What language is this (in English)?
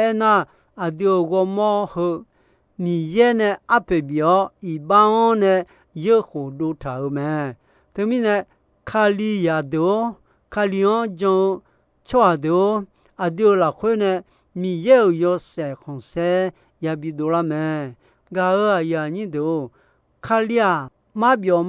Akha